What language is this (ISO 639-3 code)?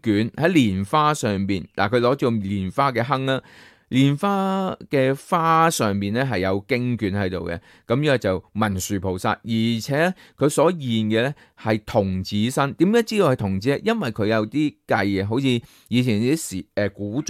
yue